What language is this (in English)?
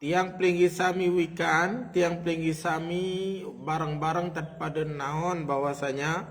Sasak